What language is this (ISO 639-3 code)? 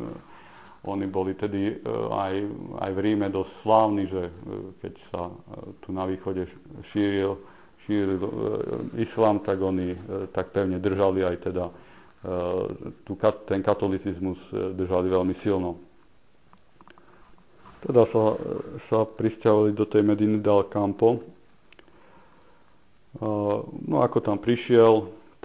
slk